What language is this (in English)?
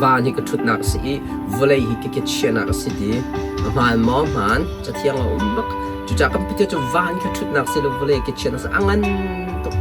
Hakha Chin